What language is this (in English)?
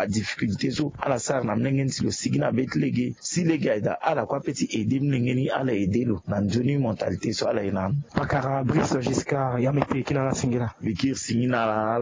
Sango